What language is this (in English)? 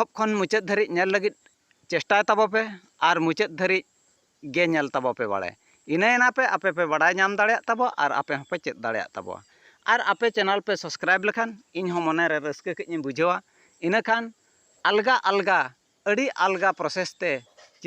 Santali